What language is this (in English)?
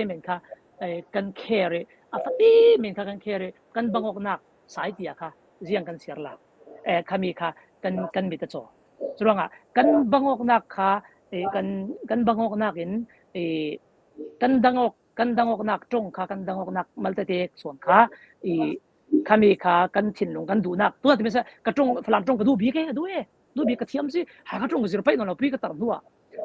Falam Chin